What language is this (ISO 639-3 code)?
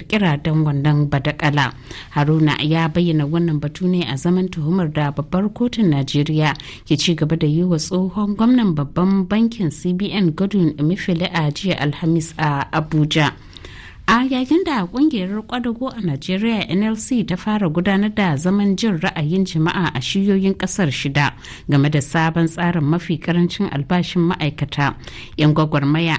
hau